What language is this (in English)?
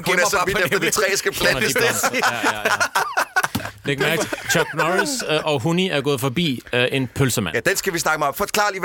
Danish